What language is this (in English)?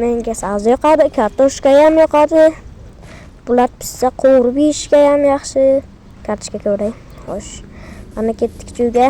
Uzbek